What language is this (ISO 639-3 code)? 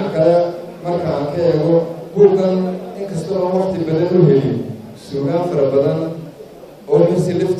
som